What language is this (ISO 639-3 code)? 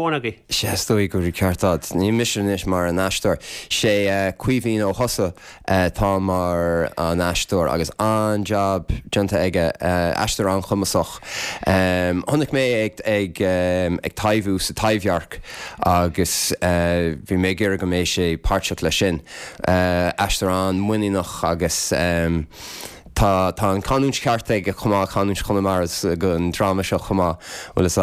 gle